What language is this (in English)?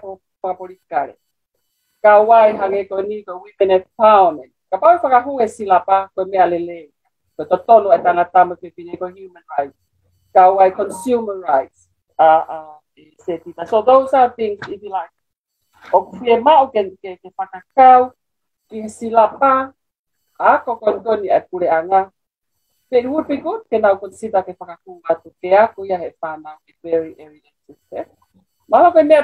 Tongan